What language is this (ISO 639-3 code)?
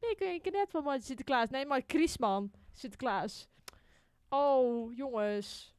fry